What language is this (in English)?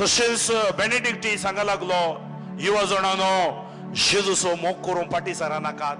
Konkani